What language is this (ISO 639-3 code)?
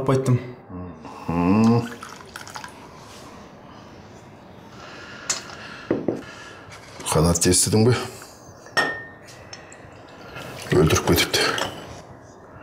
kaz